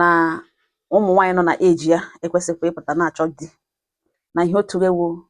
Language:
Igbo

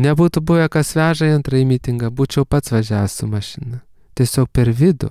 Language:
Lithuanian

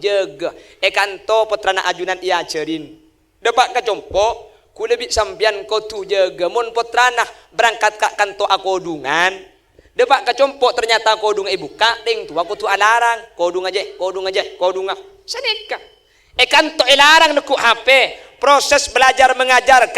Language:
Madurese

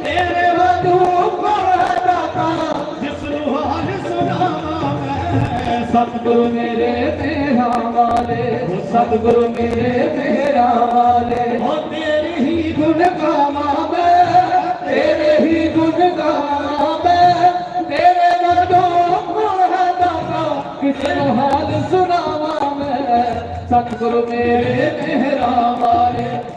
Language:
Dogri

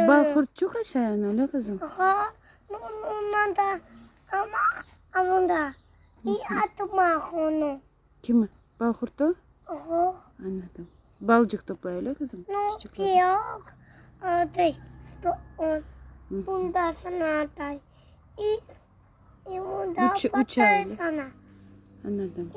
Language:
Crimean Tatar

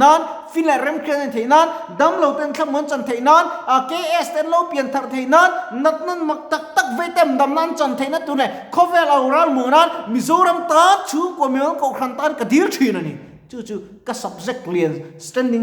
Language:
Mizo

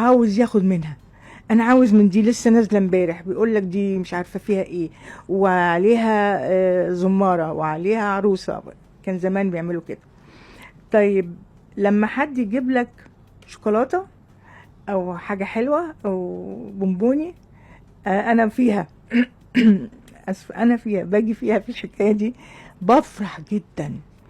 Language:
Egyptian Arabic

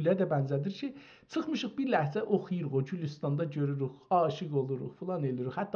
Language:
South Azerbaijani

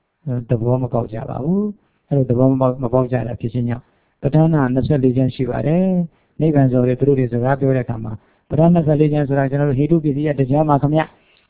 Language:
Burmese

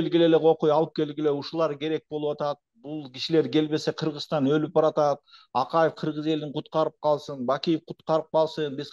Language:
Kyrgyz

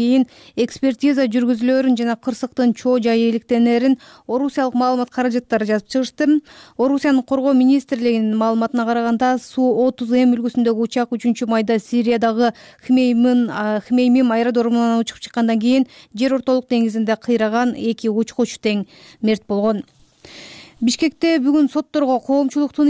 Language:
Kyrgyz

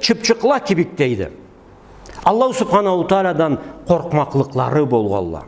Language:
Karachay-Balkar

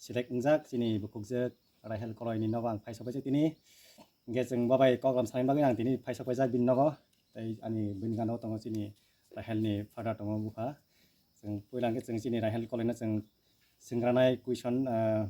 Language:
Kok Borok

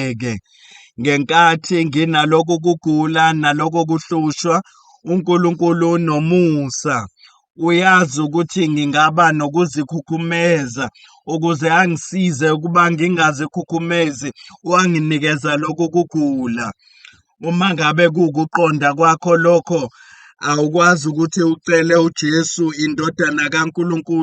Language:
Zulu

